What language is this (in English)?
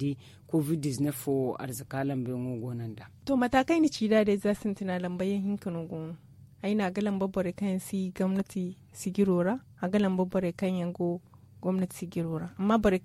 Zarma